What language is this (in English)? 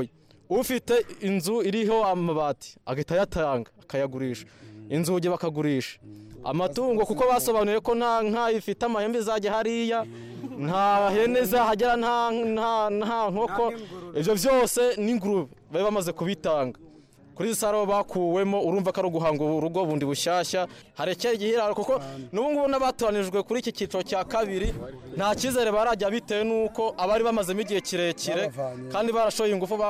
Kinyarwanda